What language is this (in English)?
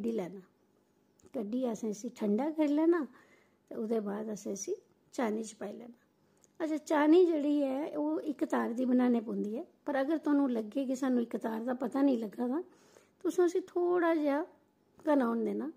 Dogri